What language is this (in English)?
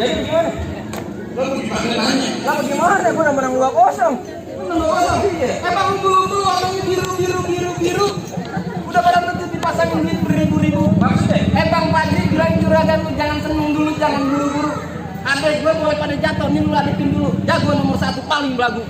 Betawi